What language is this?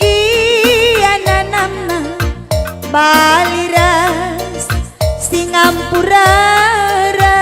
Batak Karo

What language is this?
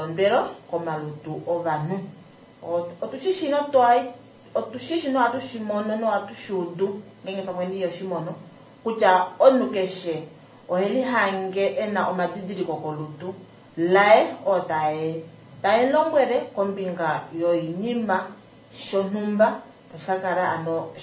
Kuanyama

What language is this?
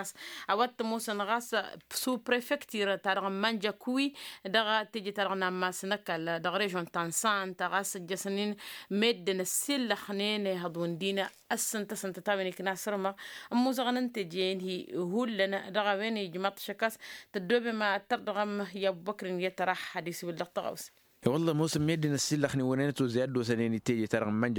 Tamasheq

